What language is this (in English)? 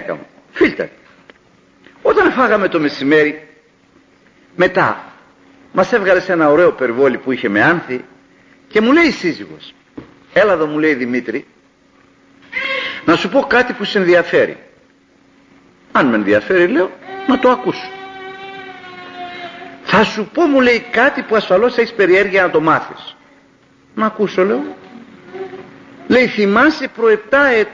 Greek